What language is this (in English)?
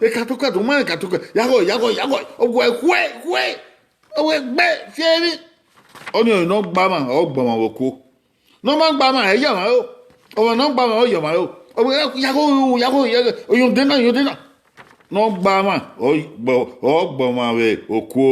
Bini